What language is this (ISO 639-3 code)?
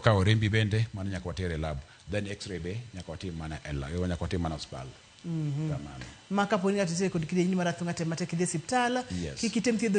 luo